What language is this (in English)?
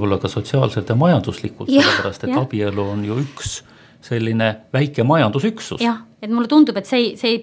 Estonian